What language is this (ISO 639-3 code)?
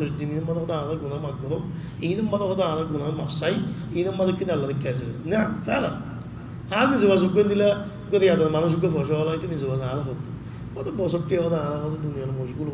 rhg